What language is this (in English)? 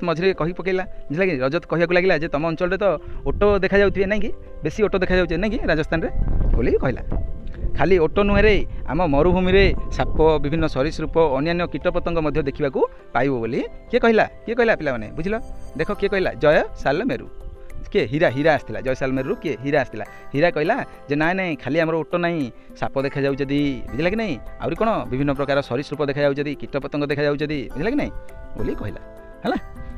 Odia